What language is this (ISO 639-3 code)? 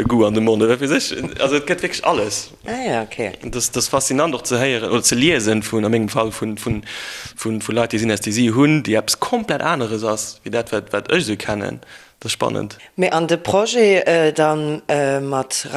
ltz